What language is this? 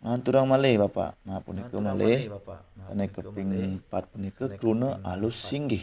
Balinese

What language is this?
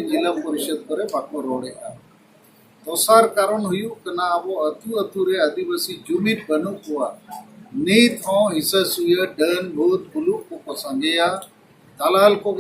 Santali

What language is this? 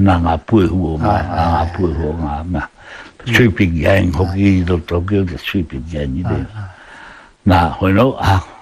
Māori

